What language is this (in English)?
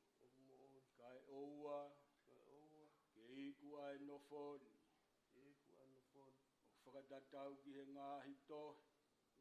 Tongan